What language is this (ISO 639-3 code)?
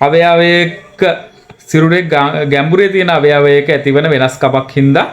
sin